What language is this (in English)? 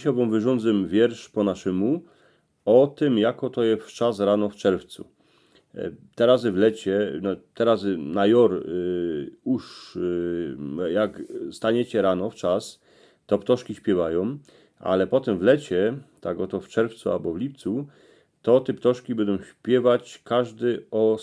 Silesian